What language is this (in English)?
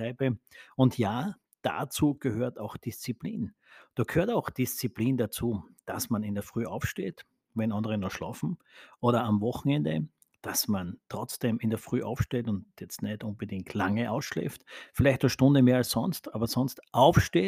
German